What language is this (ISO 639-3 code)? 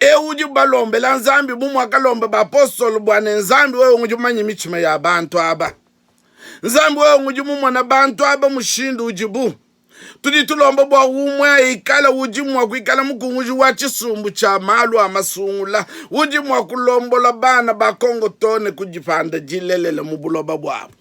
lua